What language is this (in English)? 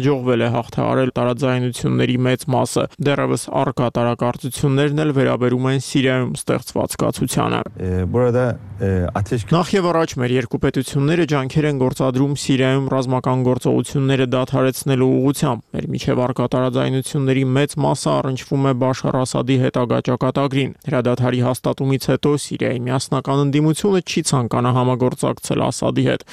Armenian